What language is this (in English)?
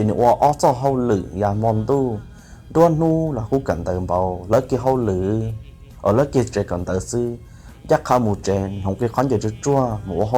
Hmong